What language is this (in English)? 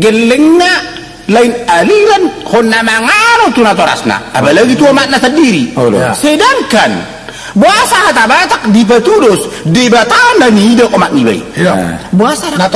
Batak Toba